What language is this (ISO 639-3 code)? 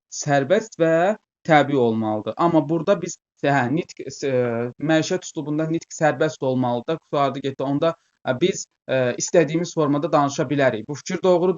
aze